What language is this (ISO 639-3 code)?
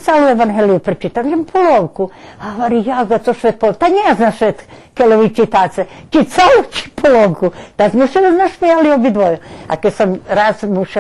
rue